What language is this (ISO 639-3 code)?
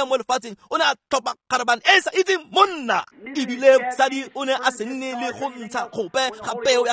tsn